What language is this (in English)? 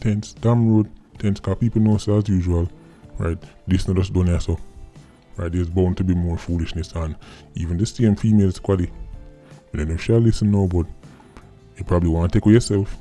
Jamaican Creole English